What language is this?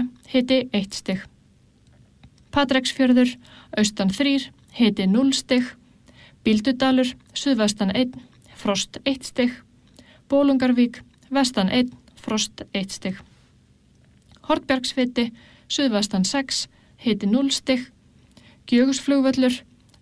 Icelandic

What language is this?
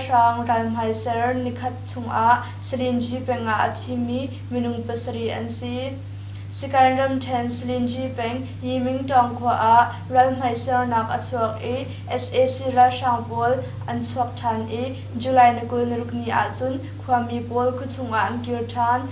Hakha Chin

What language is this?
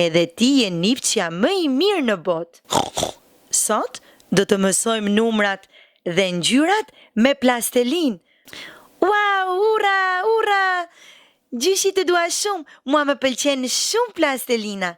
Albanian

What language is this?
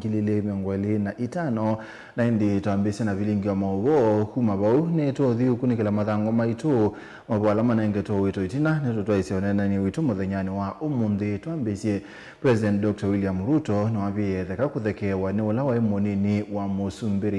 Kamba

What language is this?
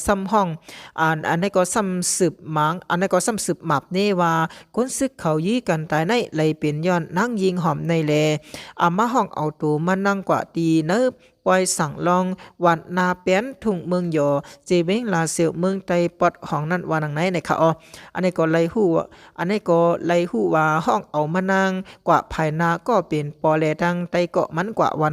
Shan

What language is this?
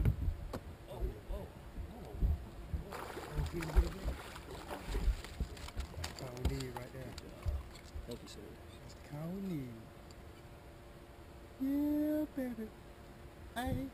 English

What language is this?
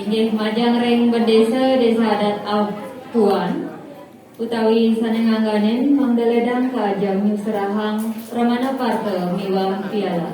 Balinese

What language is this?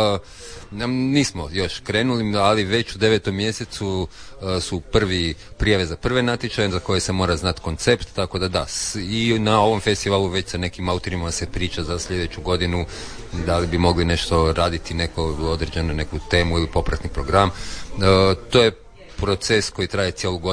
Croatian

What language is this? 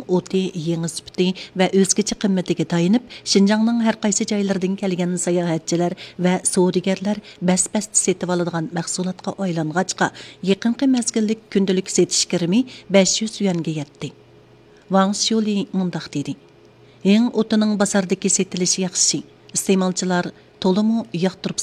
Uyghur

